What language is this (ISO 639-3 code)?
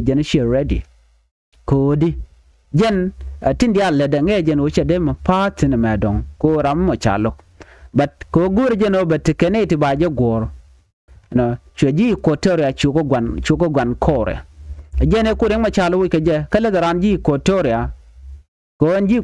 nus